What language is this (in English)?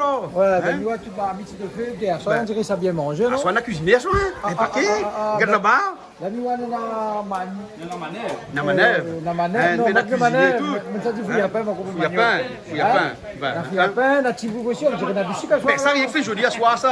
Réunion Creole French